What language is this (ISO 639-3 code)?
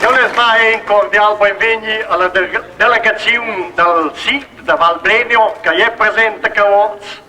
roh